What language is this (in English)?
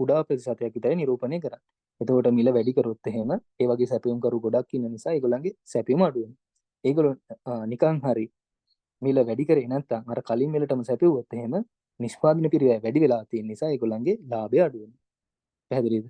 Sinhala